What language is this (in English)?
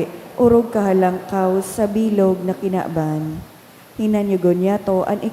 Bikol